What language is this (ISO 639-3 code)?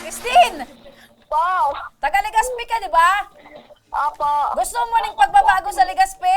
bik